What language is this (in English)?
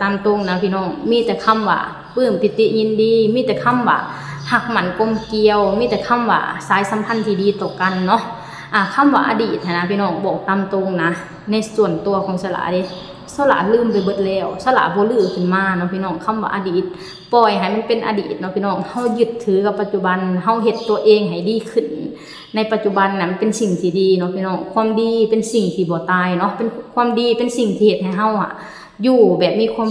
Lao